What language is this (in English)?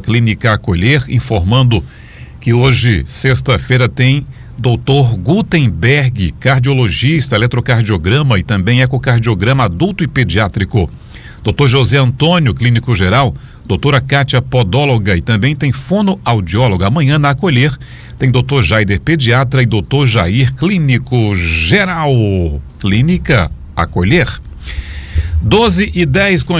Portuguese